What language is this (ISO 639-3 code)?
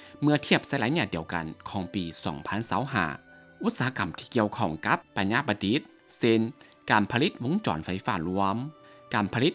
lao